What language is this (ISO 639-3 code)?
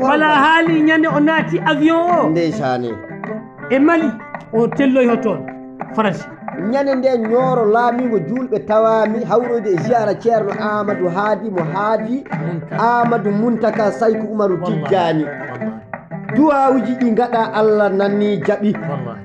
ffm